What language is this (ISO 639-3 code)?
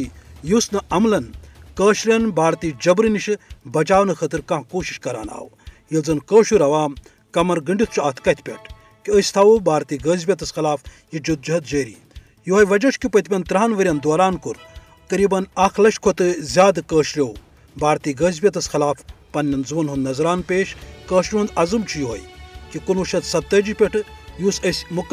kas